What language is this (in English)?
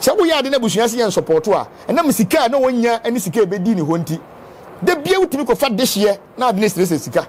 Akan